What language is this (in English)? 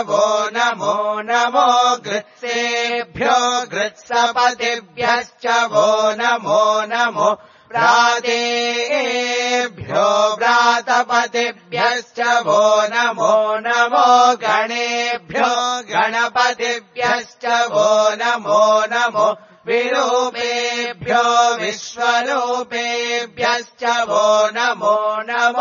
Sanskrit